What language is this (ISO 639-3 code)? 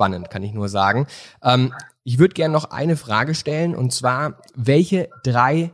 deu